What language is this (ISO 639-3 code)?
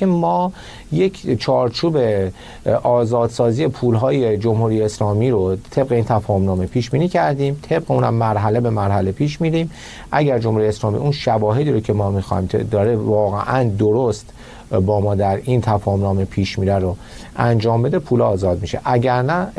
fas